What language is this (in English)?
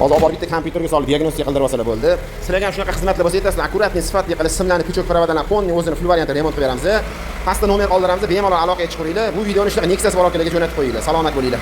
Uzbek